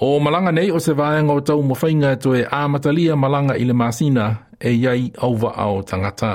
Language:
Samoan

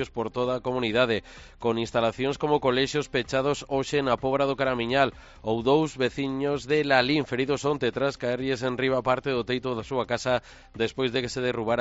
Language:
Galician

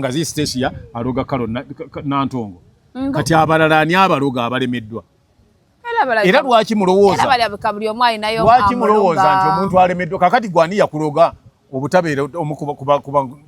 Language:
Ganda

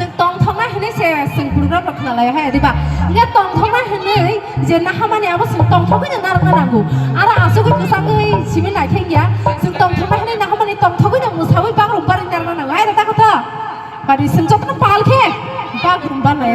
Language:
Kok Borok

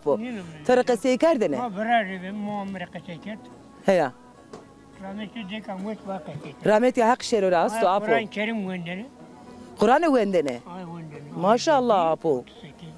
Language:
Zaza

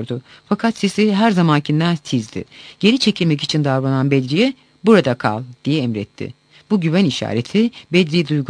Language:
Turkish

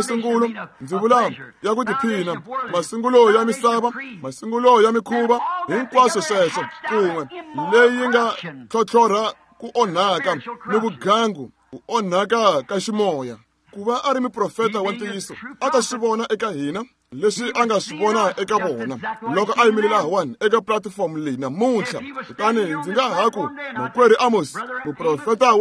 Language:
Tsonga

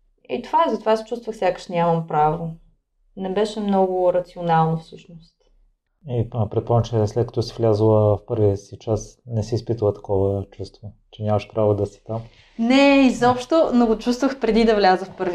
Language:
Bulgarian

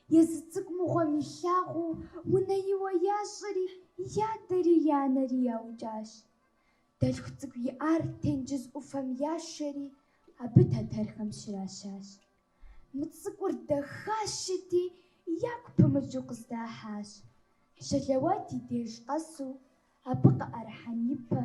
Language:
Kabardian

